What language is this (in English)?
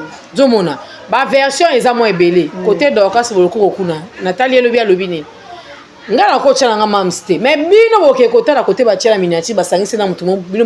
Lingala